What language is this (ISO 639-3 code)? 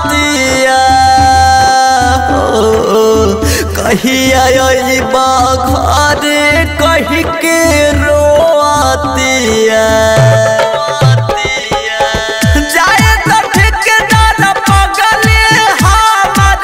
bho